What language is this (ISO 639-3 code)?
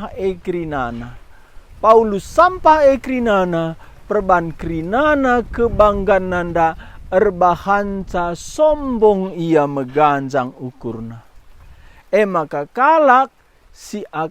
btx